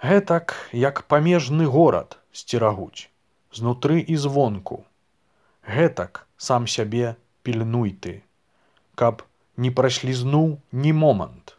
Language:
Belarusian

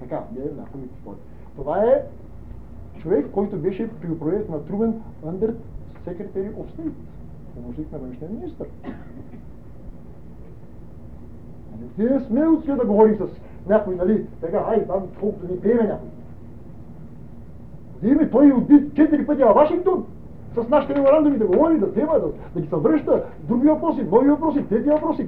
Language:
Bulgarian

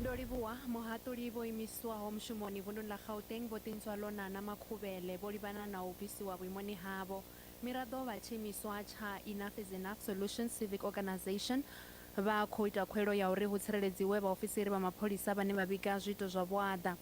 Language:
Venda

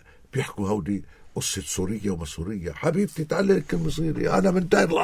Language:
North Levantine Arabic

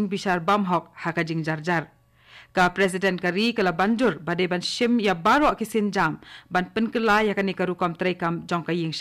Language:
Khasi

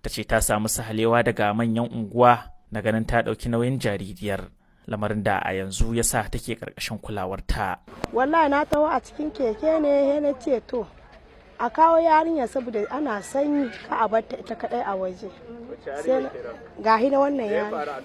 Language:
Hausa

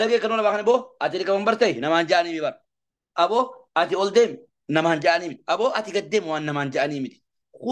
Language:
Oromo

